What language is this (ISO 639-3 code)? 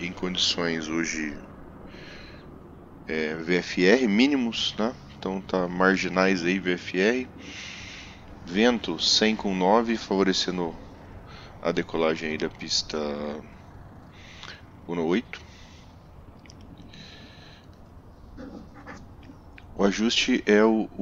por